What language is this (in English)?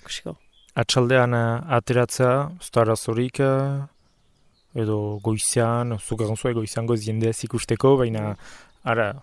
Basque